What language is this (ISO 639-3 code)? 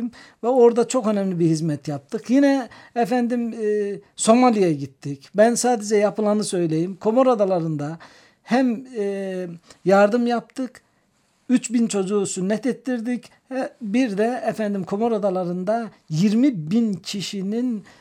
tur